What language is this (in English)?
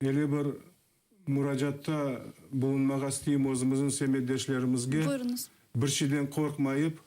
Crimean Tatar